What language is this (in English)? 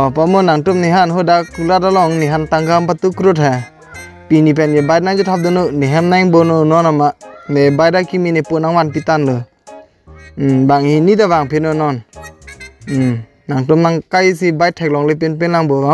Karbi